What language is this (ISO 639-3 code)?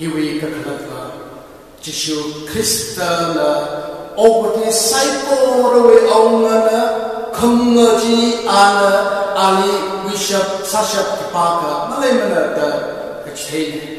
nmf